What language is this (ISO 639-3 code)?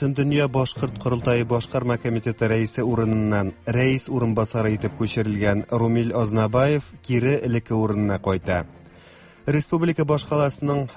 tat